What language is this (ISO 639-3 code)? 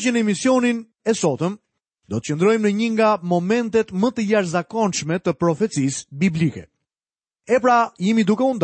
sqi